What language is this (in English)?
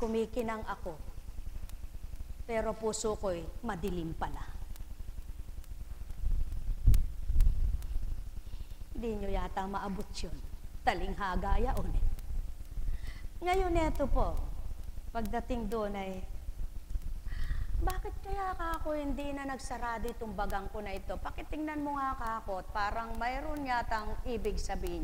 Filipino